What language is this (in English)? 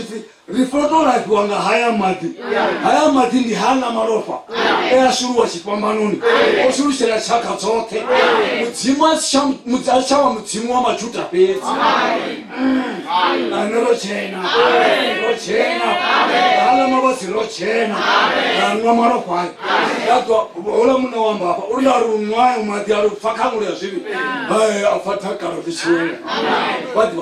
Venda